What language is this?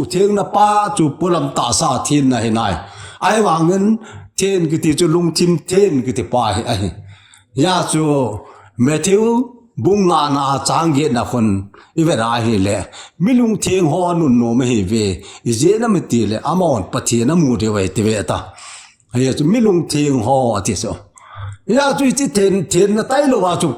Thado Chin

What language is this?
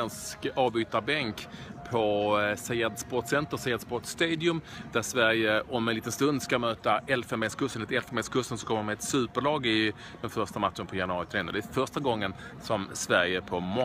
Swedish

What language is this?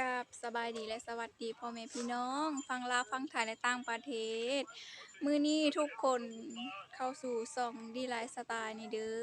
Lao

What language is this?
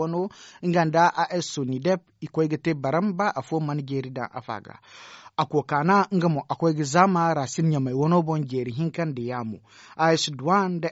Zarma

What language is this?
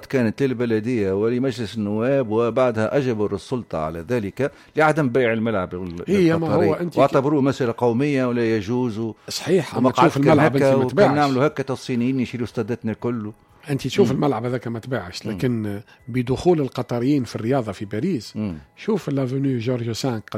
Tunisian Arabic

